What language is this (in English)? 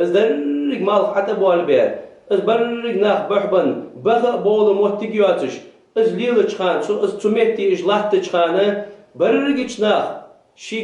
Ingush